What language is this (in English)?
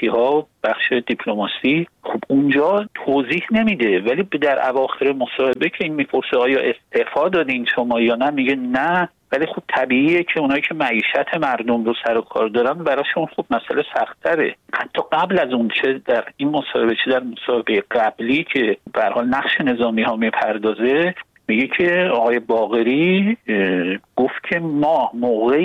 Persian